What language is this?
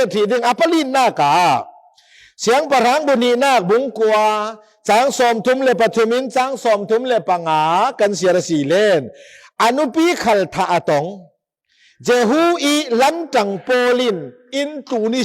Falam Chin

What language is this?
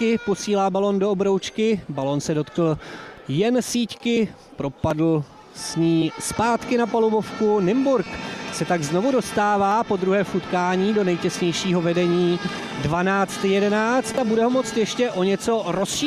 Czech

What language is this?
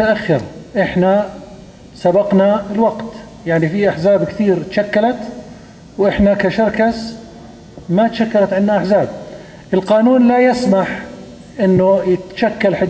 North Levantine Arabic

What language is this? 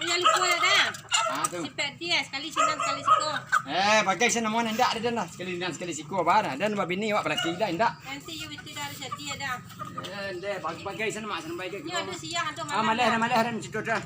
Minangkabau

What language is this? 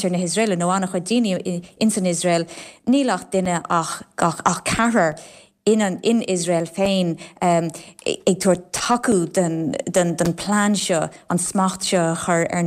Irish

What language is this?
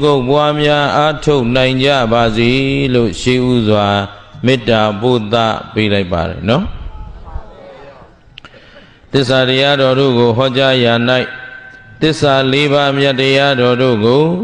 Burmese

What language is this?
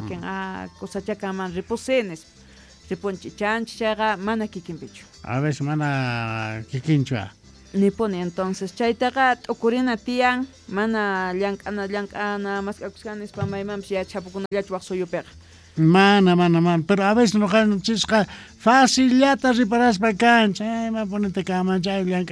Quechua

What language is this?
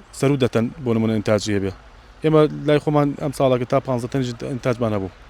Central Kurdish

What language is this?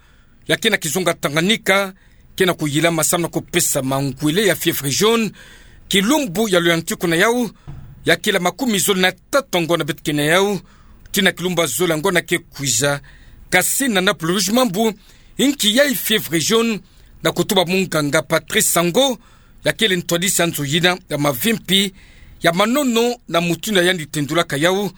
Kituba (Democratic Republic of Congo)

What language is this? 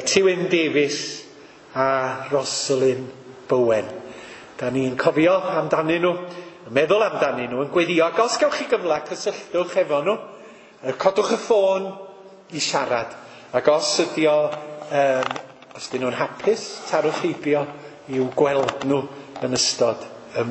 Welsh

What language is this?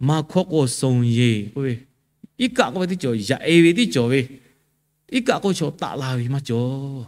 Lahu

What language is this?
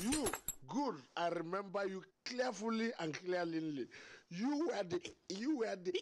Nigerian Pidgin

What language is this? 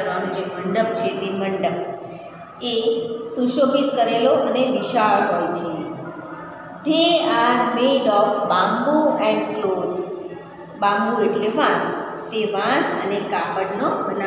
Gujarati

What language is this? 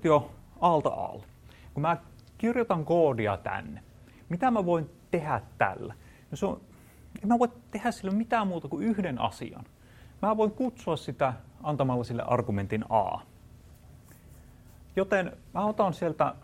Finnish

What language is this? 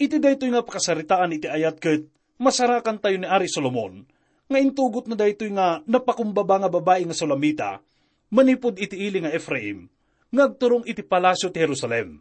Iloko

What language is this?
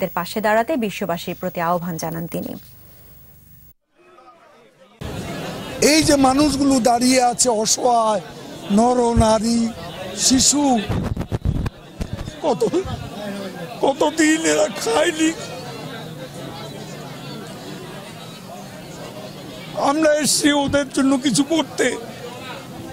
Bangla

